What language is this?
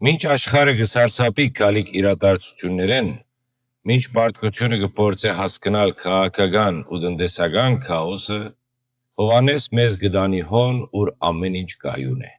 Western Armenian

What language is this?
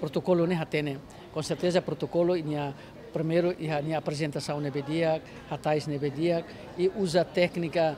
Tetum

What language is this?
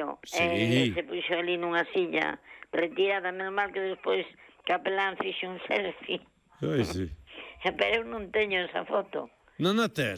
Galician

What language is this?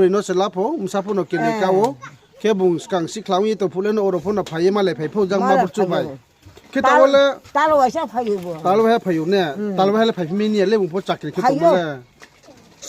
Riang (India)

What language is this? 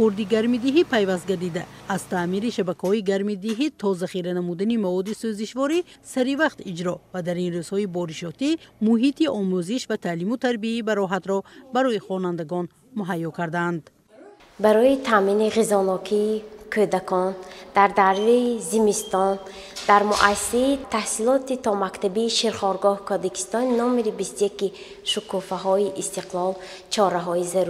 Tajik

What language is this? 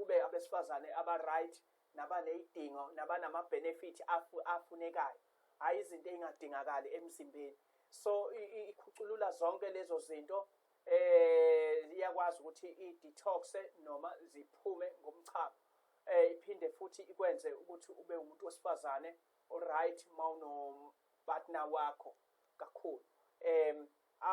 Zulu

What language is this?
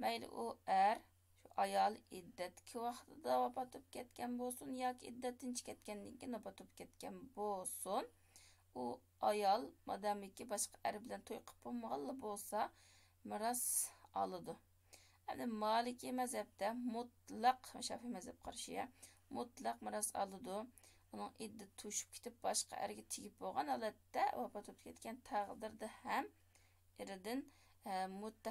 Uyghur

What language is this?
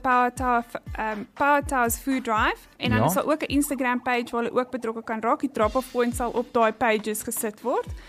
Afrikaans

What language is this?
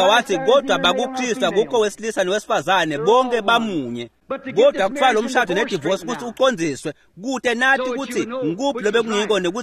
Swati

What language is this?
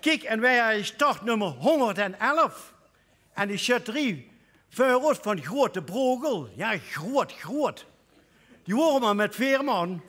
Limburgish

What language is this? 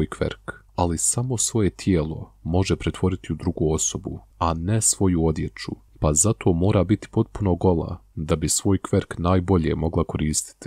Bosnian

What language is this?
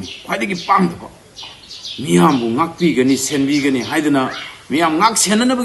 Manipuri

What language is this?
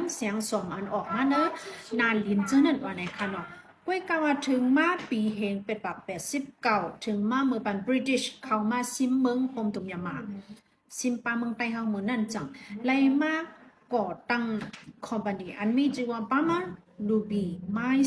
Shan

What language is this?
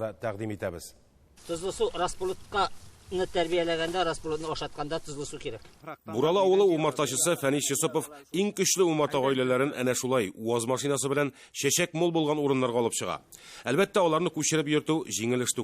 Tatar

